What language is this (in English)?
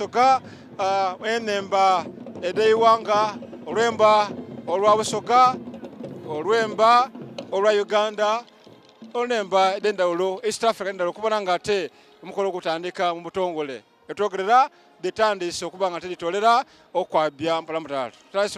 Soga